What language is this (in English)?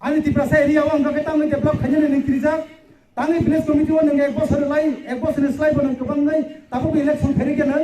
Kok Borok